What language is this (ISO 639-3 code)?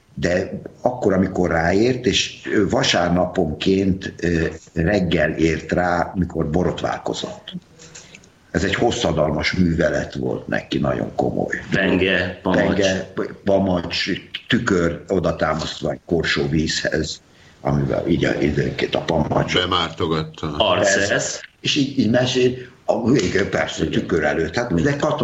hun